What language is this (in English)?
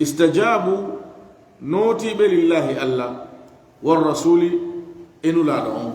Fula